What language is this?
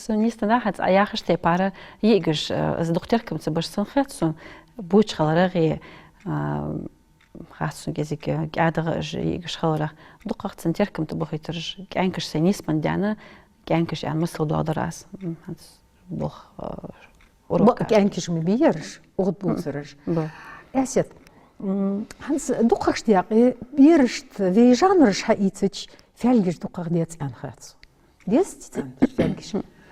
Ingush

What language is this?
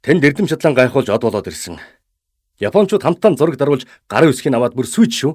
Mongolian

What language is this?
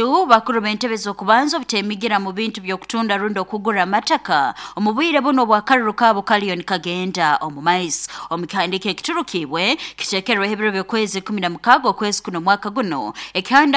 Nyoro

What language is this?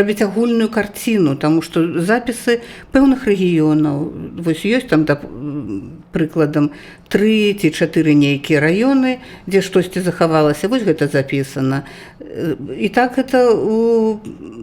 Belarusian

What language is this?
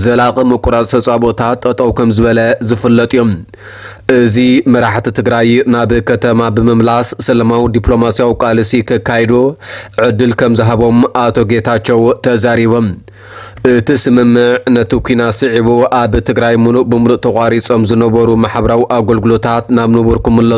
Tigrinya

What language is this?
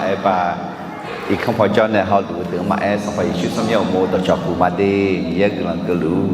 Akha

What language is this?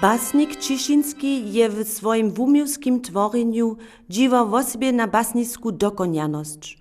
Upper Sorbian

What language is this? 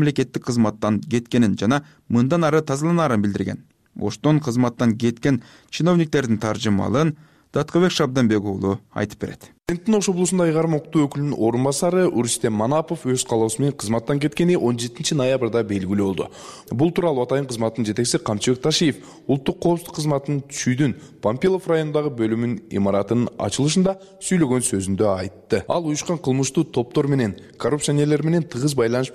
Kyrgyz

